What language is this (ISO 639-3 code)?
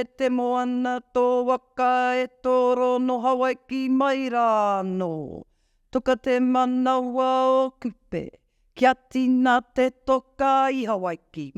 mri